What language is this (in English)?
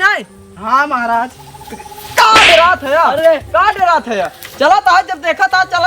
Awadhi